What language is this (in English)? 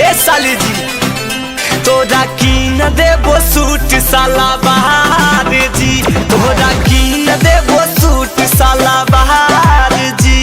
Magahi